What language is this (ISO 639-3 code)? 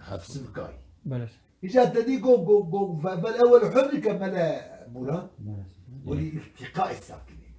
kur